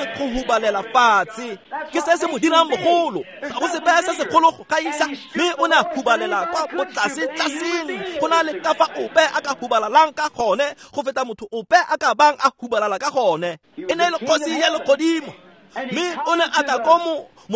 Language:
Tswana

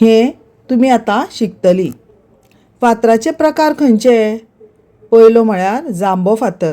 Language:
Konkani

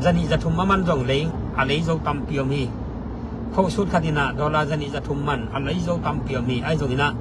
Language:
Tedim Chin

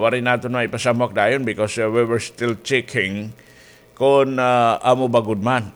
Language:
Waray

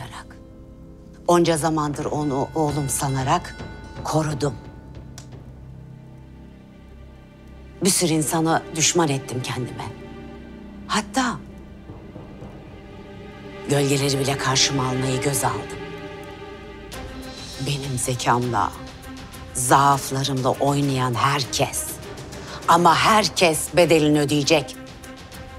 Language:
Turkish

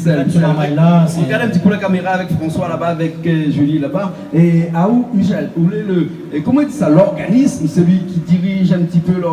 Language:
Réunion Creole French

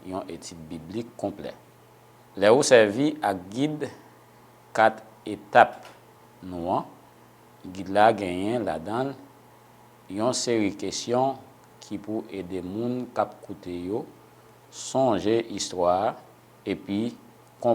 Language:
Haitian Creole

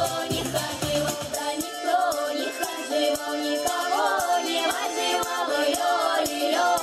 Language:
Russian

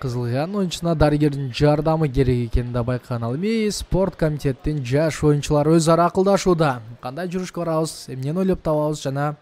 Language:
Kyrgyz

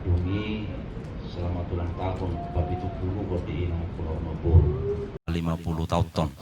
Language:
Batak Toba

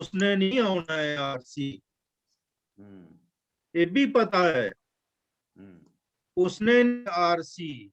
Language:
Dogri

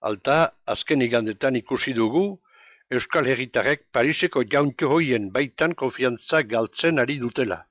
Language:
Basque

